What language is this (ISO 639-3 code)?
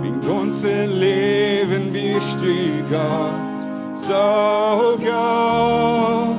pdt